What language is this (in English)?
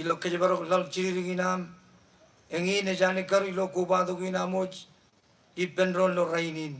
Marshallese